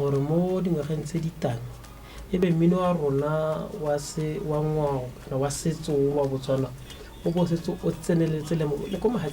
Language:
Tswana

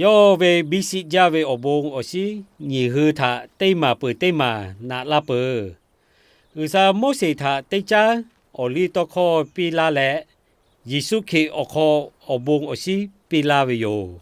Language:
Lahu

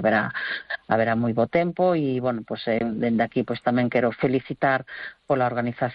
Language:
Galician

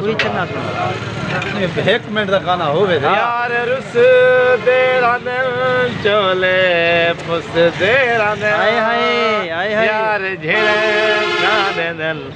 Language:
Saraiki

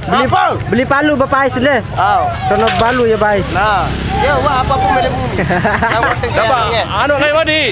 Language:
Sasak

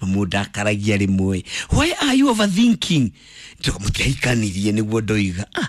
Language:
Kikuyu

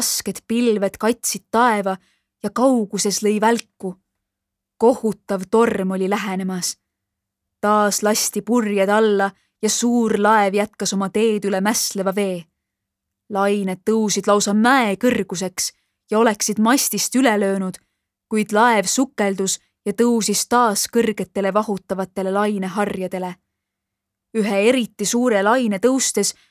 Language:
Estonian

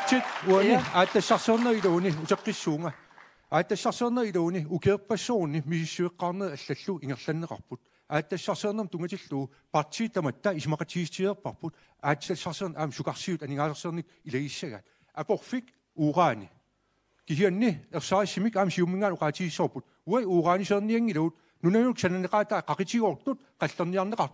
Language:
Kalaallisut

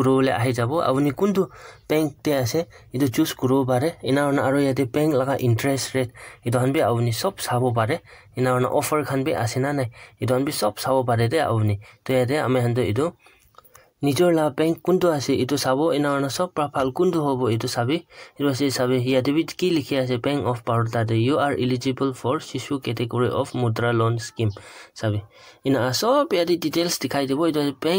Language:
Naga Pidgin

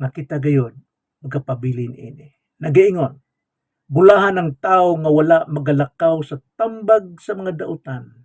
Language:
Cebuano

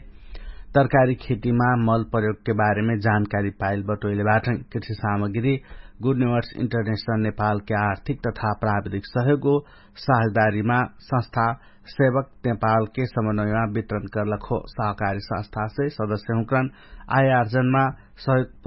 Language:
Dangaura Tharu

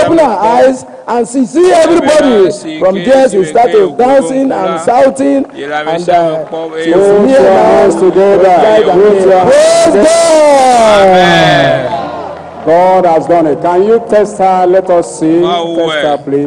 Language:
Ewe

